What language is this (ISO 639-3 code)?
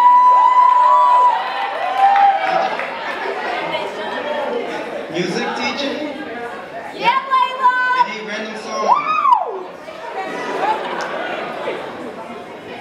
eng